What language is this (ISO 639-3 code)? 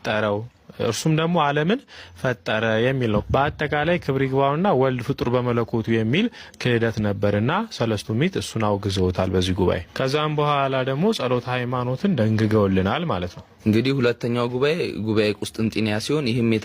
amh